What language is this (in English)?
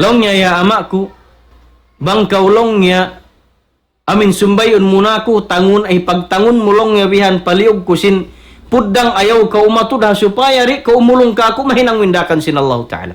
Tausug